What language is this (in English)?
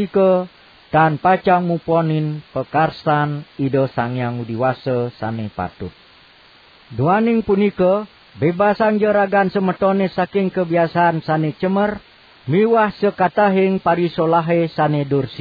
Balinese